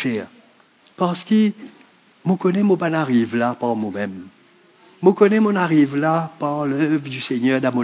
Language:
Morisyen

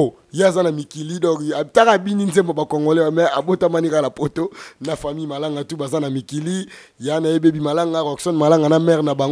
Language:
Lingala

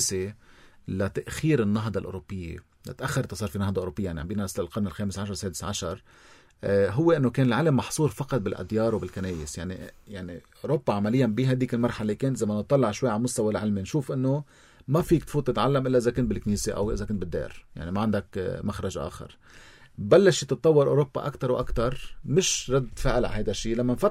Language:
North Levantine Arabic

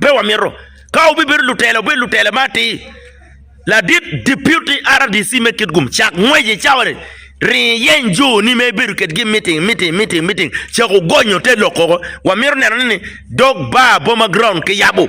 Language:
Acoli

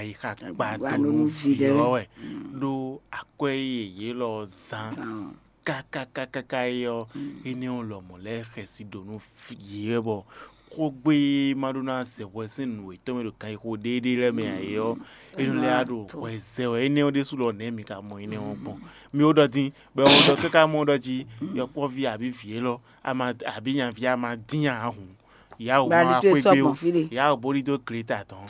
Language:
Fon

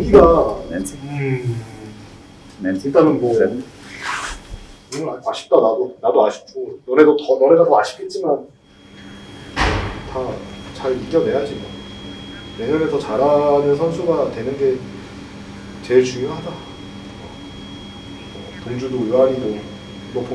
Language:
Korean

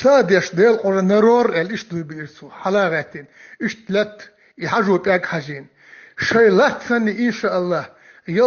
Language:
Chechen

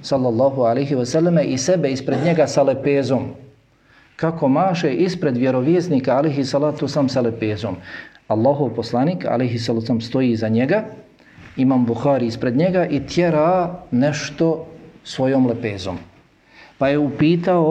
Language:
Bosnian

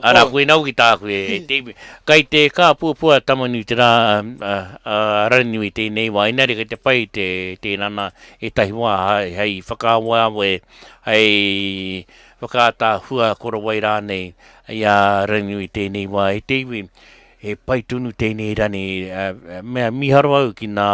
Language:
Māori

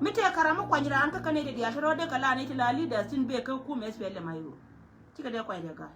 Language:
Nuer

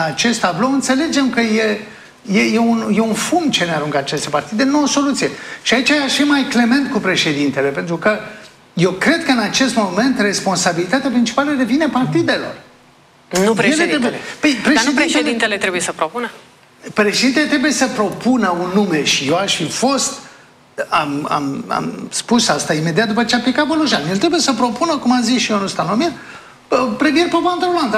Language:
Romanian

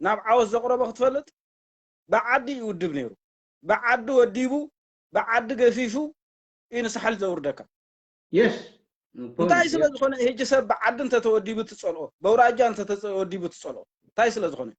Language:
Tigrinya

